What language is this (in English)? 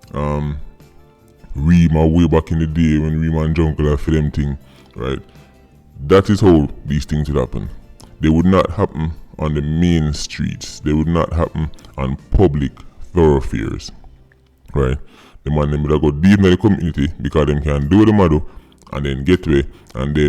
Jamaican Creole English